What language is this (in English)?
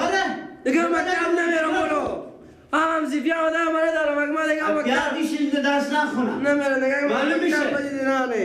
Persian